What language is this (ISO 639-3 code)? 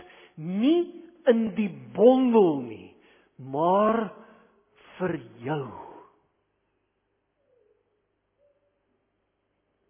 afr